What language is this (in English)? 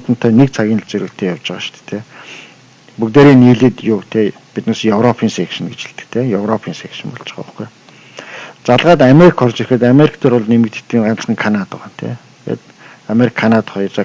Mongolian